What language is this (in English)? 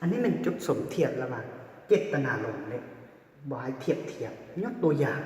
Lao